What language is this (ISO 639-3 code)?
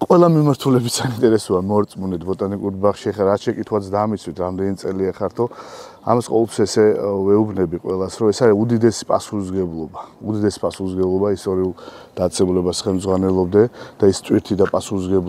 kat